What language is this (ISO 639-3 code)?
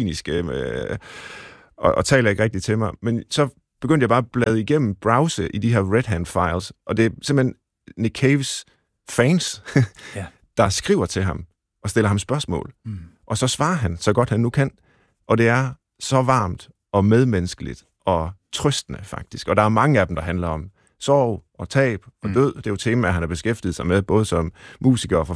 dan